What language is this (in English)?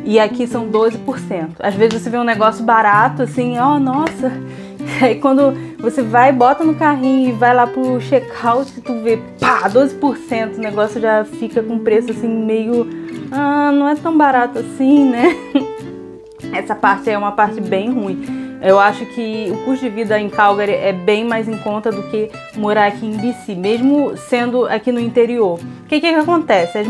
Portuguese